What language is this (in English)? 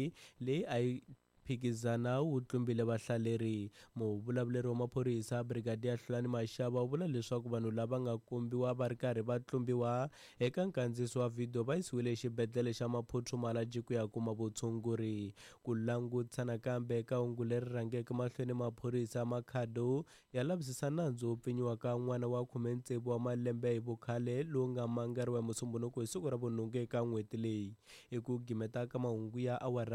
Tsonga